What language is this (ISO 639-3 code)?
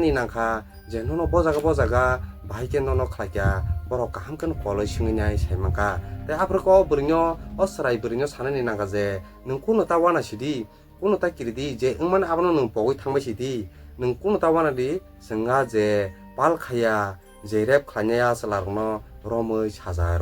trp